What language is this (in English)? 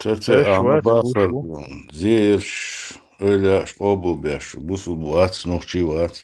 Chechen